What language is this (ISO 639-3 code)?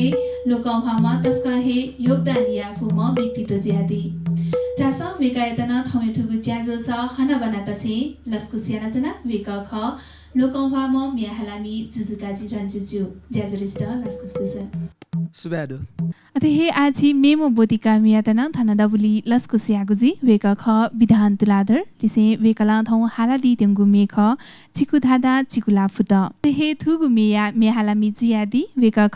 new